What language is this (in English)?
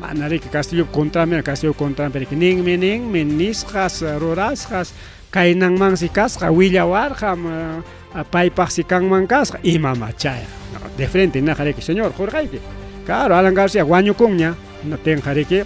Ayacucho Quechua